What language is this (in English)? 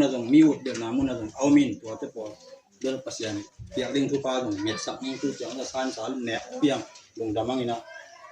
Tedim Chin